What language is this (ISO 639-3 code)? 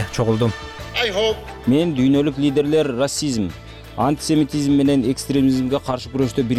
kir